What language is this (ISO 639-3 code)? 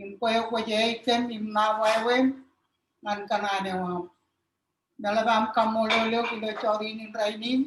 mah